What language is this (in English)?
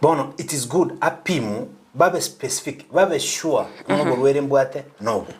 Gusii